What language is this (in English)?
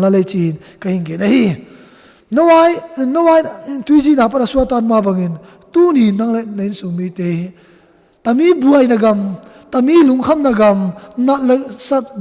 Tedim Chin